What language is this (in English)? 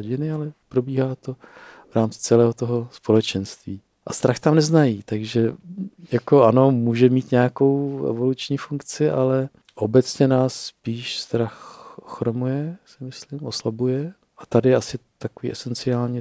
Czech